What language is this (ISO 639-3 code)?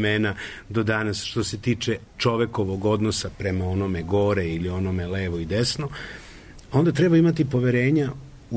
srp